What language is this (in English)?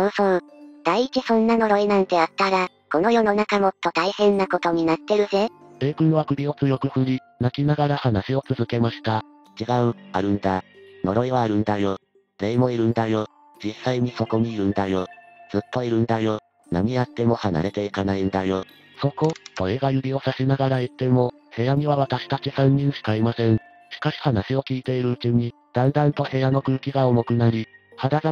Japanese